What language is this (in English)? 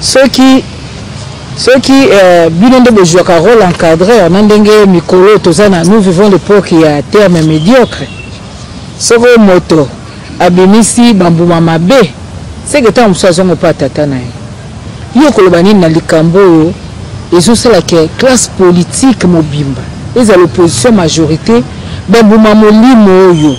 Lingala